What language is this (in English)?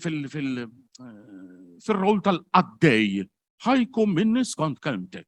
Maltese